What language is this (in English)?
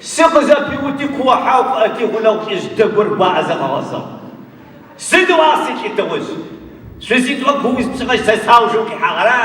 Adyghe